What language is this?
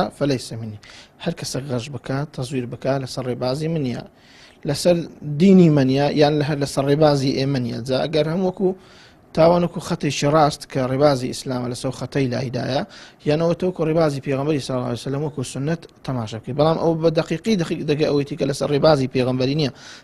Central Kurdish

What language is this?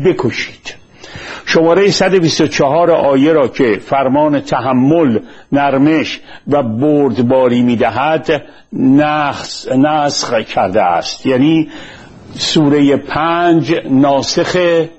Persian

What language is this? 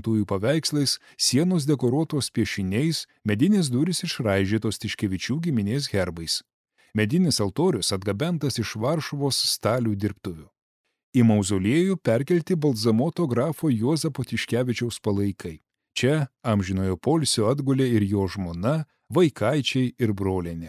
Lithuanian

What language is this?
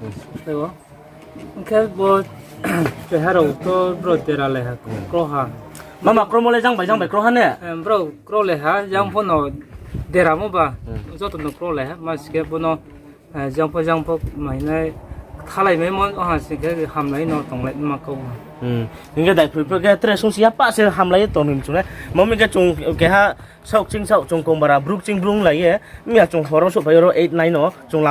Riang (India)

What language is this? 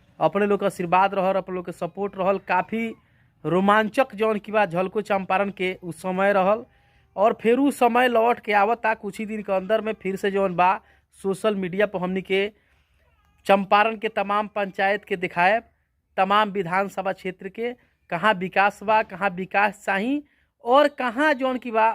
Bhojpuri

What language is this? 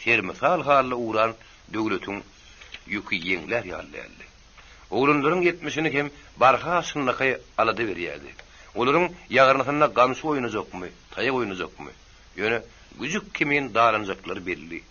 Turkmen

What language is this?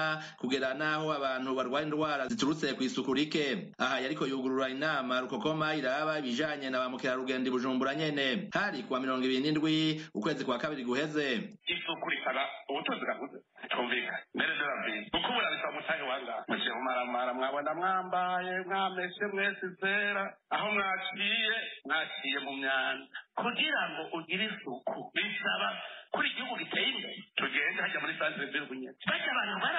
Rundi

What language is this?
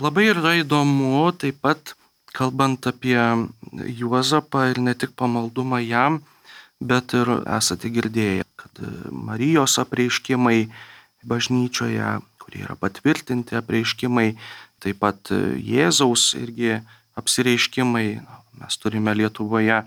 Lithuanian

